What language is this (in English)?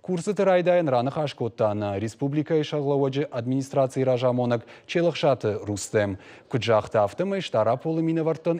Ossetic